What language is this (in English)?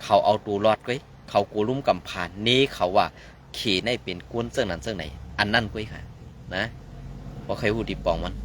Shan